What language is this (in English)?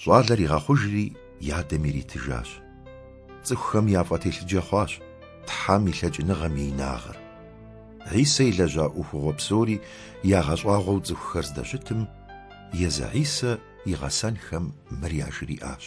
Kabardian